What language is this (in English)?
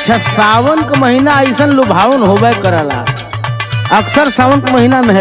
Bhojpuri